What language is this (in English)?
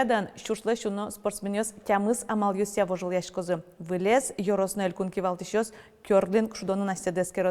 Udmurt